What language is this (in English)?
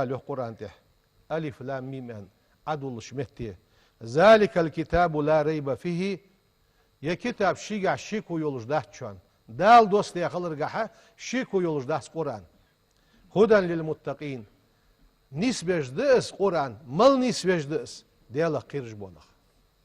Ingush